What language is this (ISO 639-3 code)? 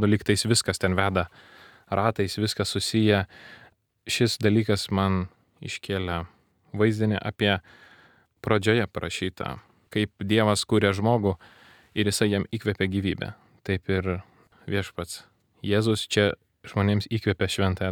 lit